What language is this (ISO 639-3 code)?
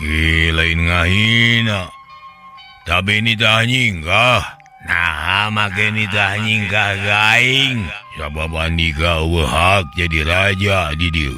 sun